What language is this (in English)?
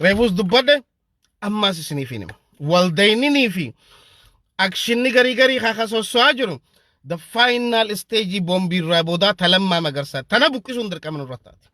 Oromo